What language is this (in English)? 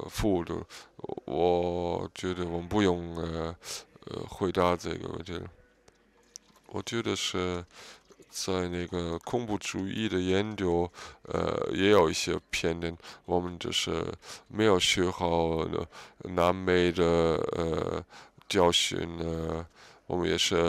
Chinese